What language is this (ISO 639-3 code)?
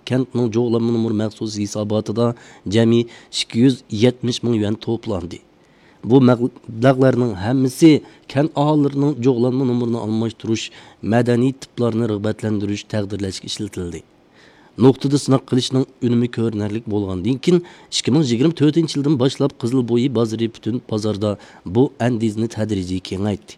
uig